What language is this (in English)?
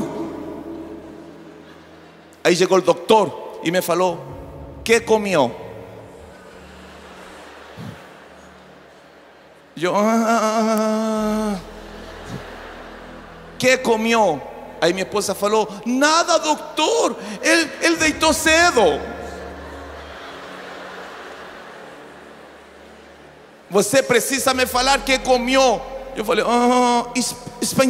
Portuguese